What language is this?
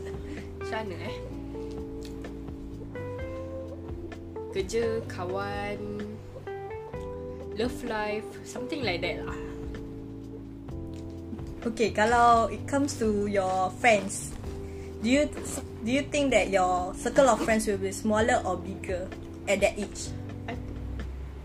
Malay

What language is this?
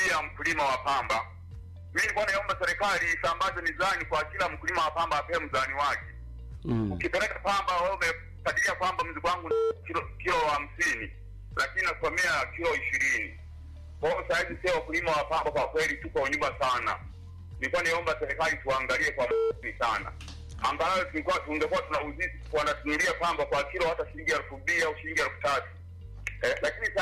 Swahili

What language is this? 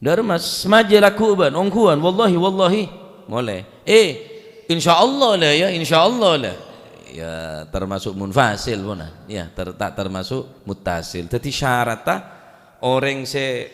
Madurese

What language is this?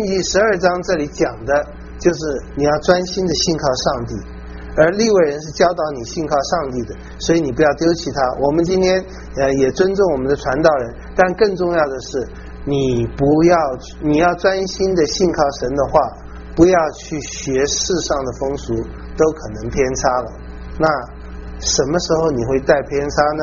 Chinese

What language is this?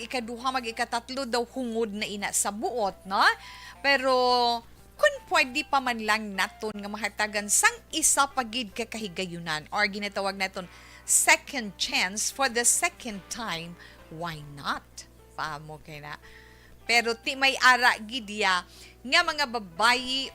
Hiligaynon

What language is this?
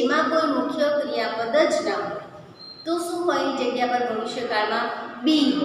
Gujarati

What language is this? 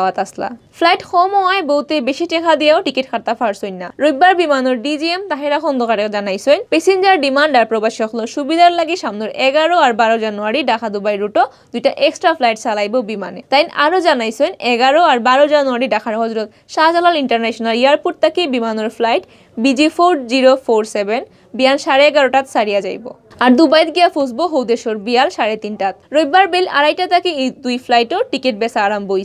Sylheti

